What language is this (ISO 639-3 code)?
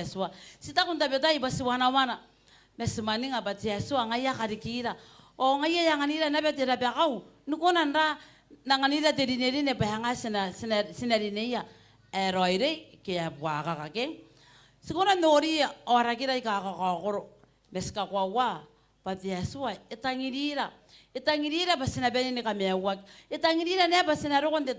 gil